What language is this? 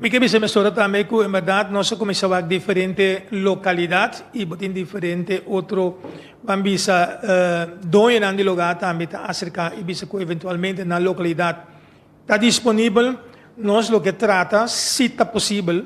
Papiamento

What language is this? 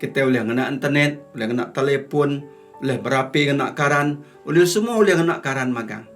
Iban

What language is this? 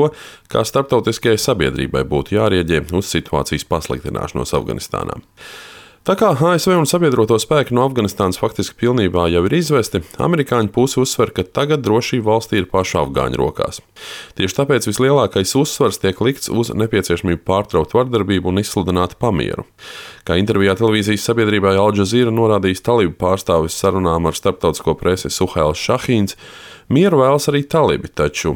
Latvian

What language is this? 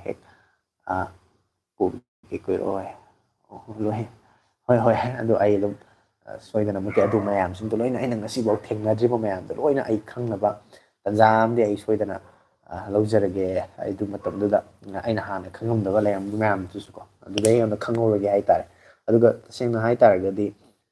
Manipuri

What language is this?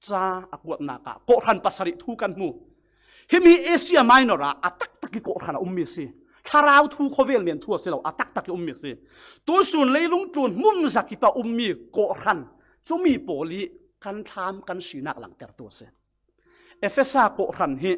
Falam Chin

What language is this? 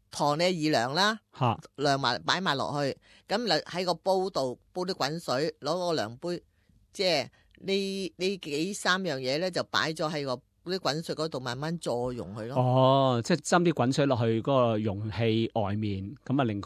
Cantonese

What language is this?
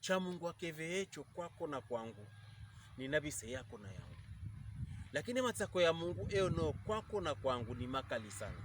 Pokomo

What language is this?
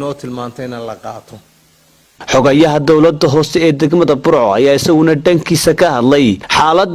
Somali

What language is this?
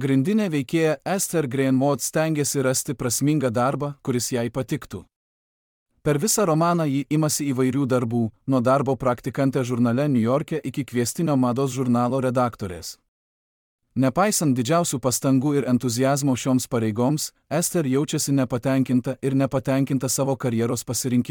Lithuanian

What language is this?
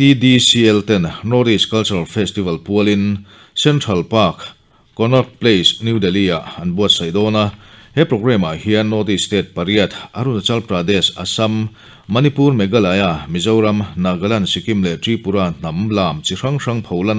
Mizo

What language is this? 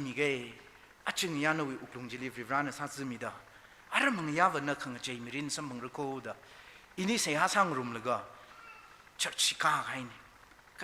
Tangkhul Naga (India)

